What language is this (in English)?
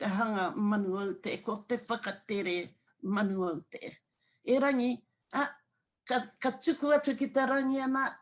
Māori